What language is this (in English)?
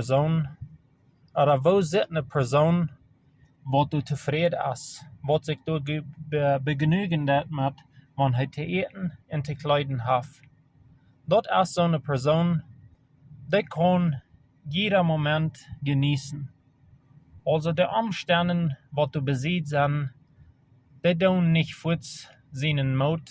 Plautdietsch